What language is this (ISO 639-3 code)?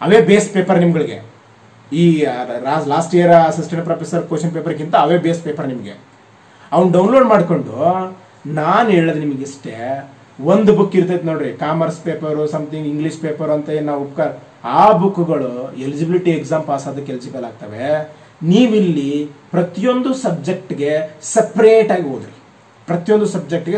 kan